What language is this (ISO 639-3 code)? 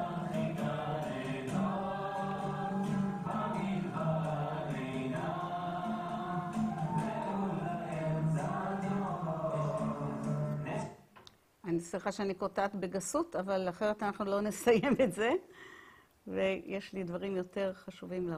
heb